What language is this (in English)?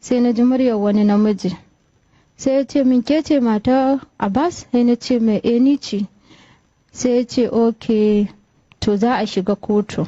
Hausa